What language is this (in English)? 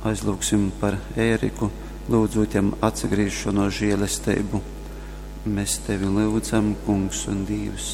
Latgalian